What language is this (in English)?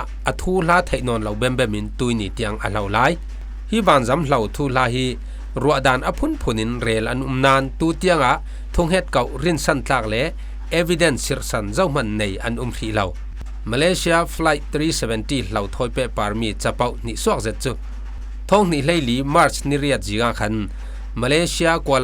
Falam Chin